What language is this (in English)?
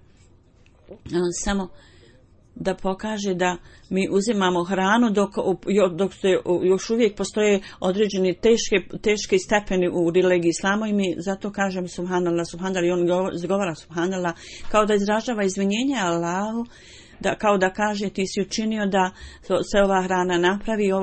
Bosnian